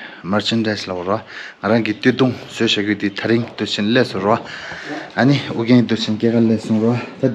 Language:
Tibetan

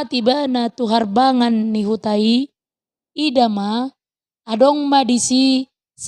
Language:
Batak Toba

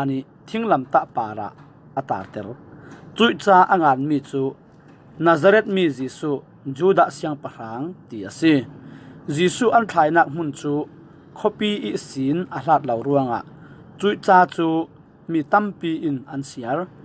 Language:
Falam Chin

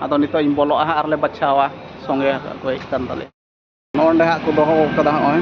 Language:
Santali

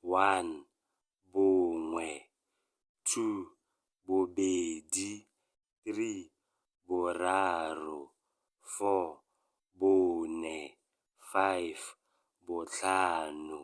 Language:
Tswana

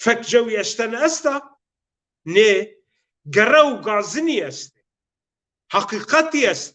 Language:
Zaza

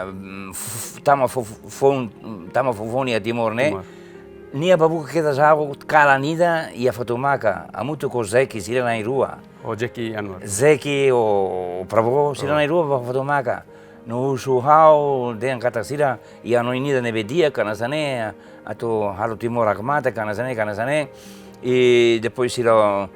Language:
Tetum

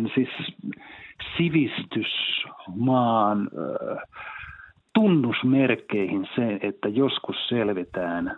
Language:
Finnish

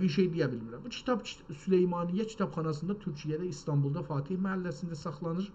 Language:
South Azerbaijani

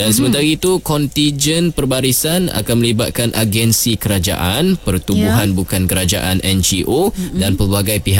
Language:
Malay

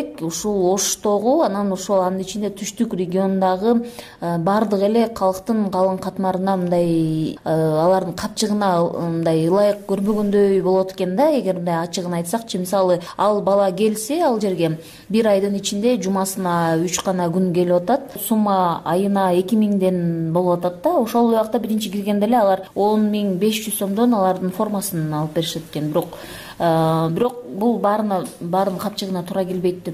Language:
Kyrgyz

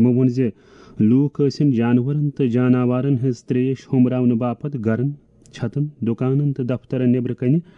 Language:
Kashmiri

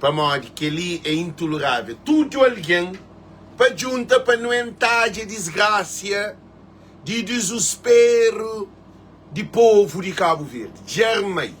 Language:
Kabuverdianu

